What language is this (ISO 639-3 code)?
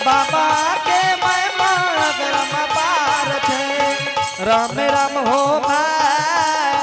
anp